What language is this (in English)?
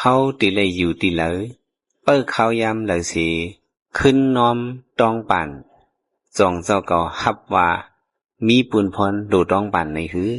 Shan